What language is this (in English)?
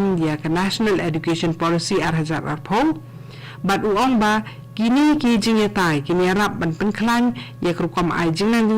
Khasi